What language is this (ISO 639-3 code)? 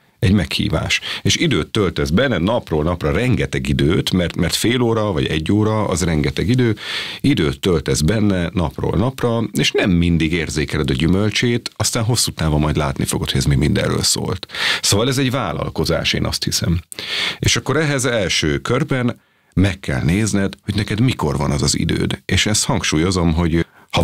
hun